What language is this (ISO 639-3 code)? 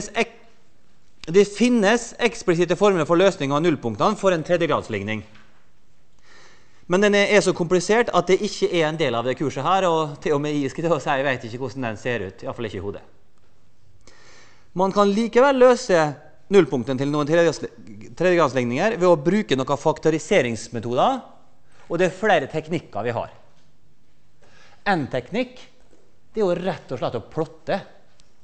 nor